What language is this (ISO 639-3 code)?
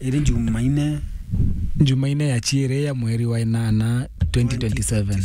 mer